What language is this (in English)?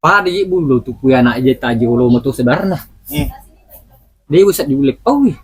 Buginese